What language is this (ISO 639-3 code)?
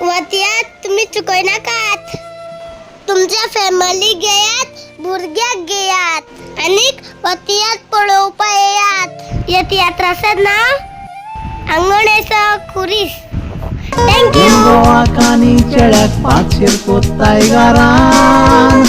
kok